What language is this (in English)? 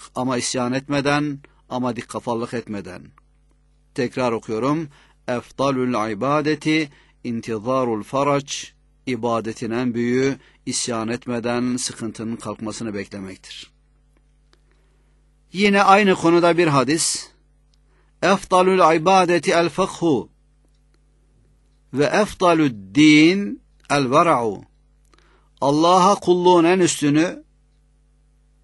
Turkish